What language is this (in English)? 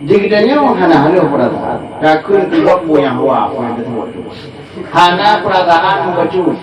Achinese